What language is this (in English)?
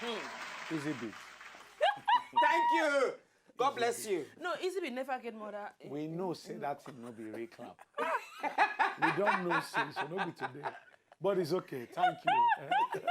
Nigerian Pidgin